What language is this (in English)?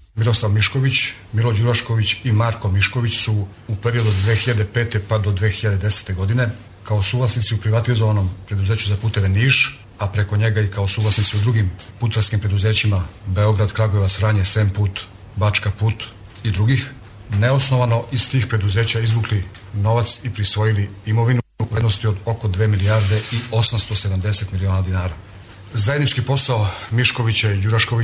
Serbian